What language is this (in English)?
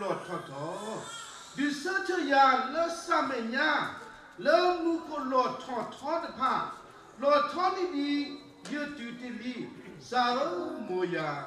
S'gaw Karen